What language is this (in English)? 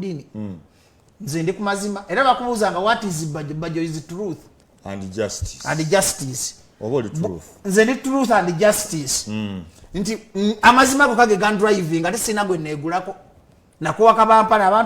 Ganda